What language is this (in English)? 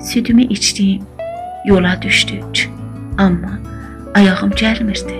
South Azerbaijani